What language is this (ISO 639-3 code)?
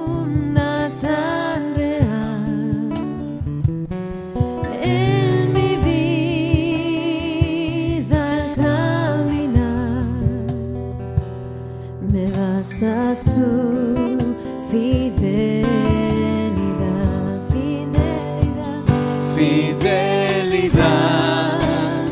spa